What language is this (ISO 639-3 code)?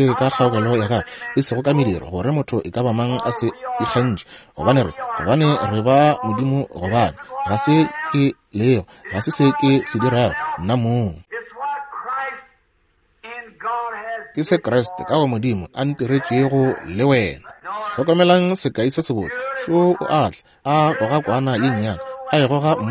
nso